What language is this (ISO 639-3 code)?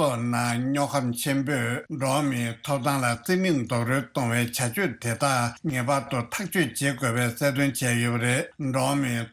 bod